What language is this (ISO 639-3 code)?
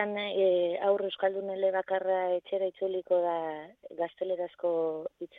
eus